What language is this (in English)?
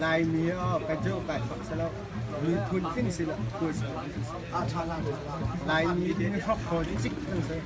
Hakha Chin